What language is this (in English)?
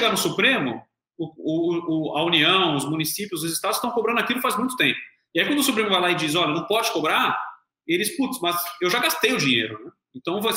Portuguese